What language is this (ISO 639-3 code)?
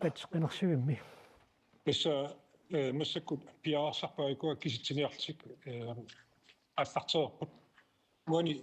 kal